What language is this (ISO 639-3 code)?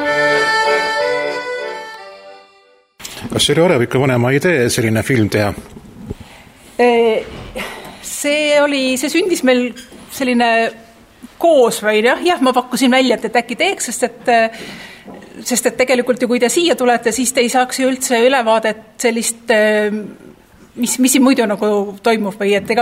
est